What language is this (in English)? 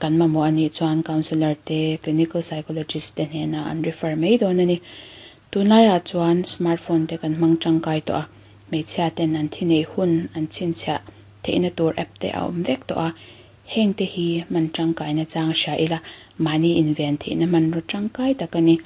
Mizo